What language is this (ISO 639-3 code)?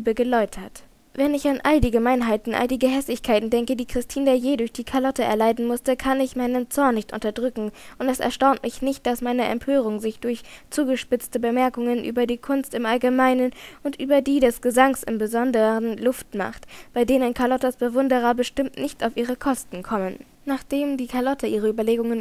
deu